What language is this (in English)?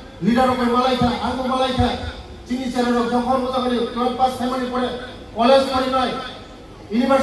Kok Borok